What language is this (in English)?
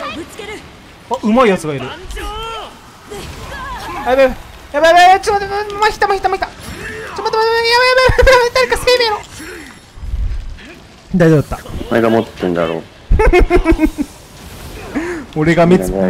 Japanese